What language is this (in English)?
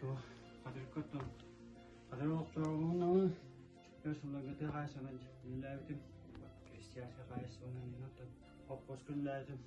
Yakut